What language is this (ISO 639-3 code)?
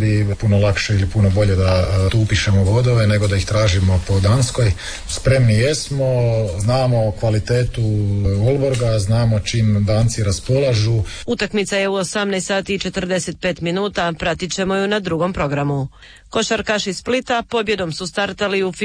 hrv